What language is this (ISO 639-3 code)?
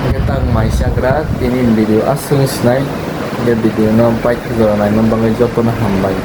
trp